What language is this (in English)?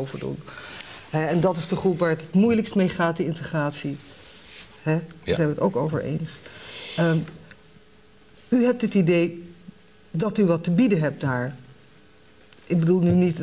Dutch